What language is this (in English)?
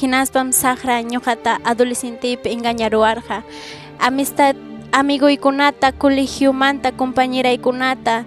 Ayacucho Quechua